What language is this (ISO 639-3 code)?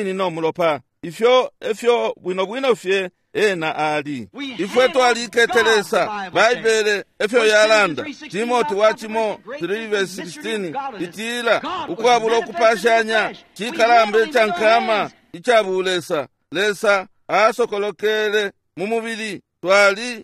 bem